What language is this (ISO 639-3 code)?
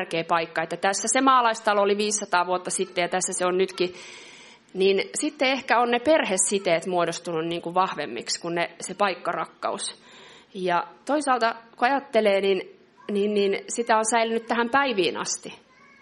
fin